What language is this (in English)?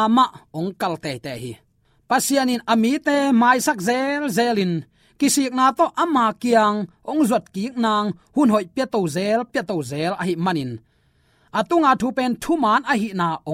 Tedim Chin